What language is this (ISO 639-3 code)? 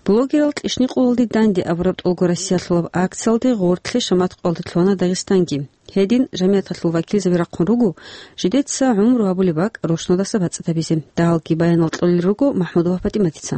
ava